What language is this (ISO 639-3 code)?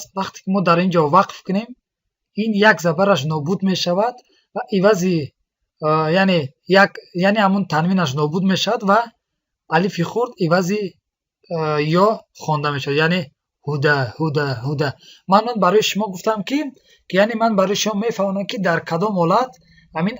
tgk